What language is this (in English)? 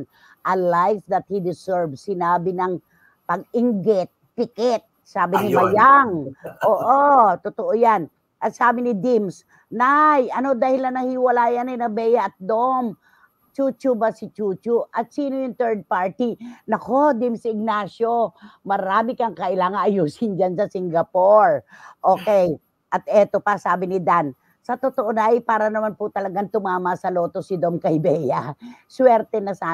Filipino